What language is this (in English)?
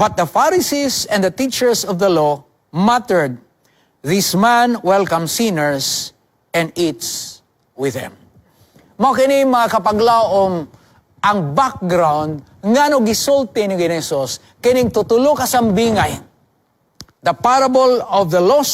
Cebuano